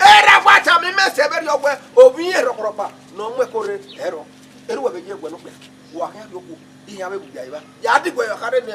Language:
Bini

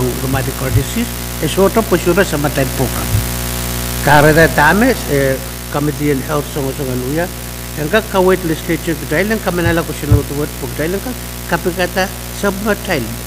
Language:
Pohnpeian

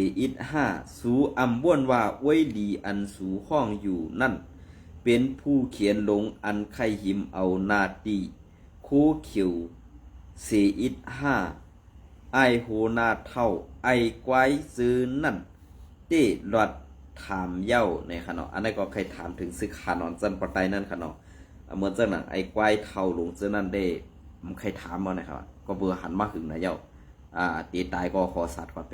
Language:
Shan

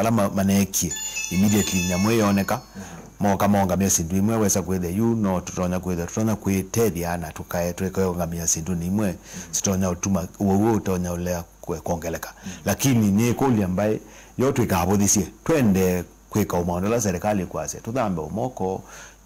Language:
Kamba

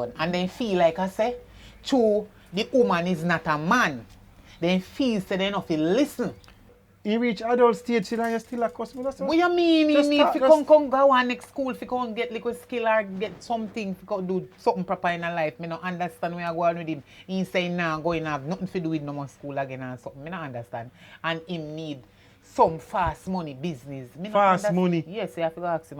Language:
Jamaican Creole English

